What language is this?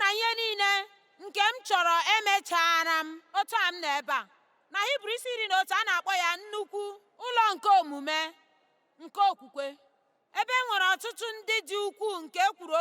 Igbo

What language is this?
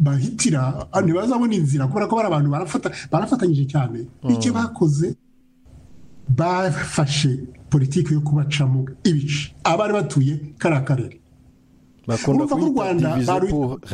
Kinyarwanda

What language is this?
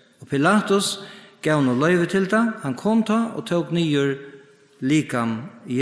Faroese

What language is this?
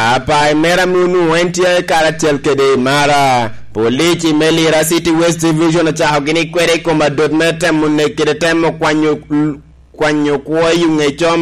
Lango (Uganda)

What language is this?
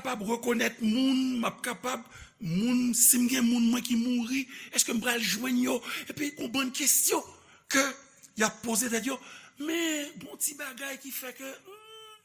Haitian Creole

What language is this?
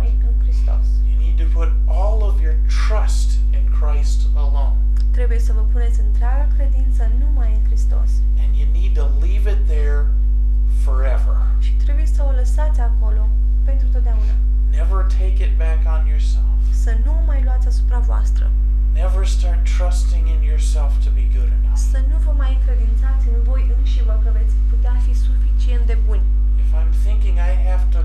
Romanian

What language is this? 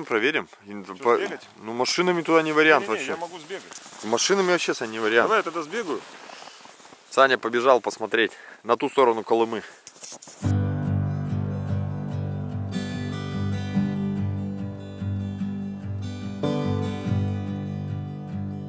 Russian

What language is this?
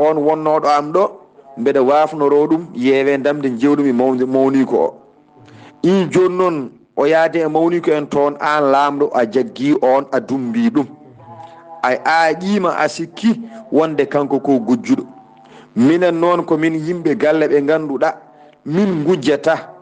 Fula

